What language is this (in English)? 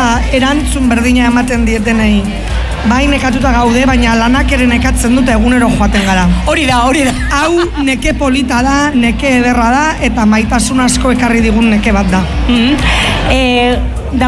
Basque